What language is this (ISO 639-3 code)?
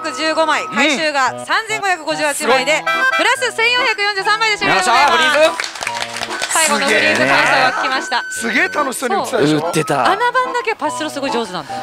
jpn